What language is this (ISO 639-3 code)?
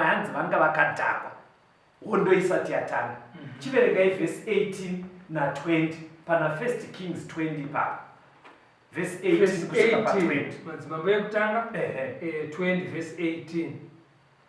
sna